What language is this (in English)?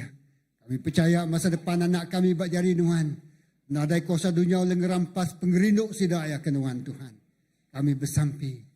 Iban